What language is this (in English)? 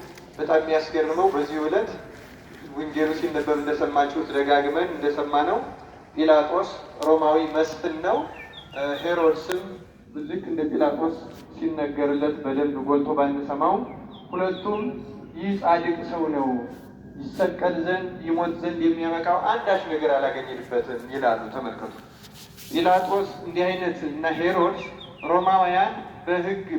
Amharic